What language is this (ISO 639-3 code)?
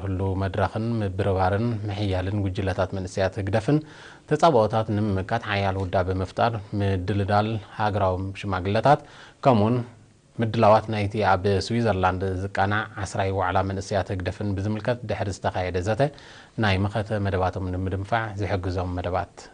tir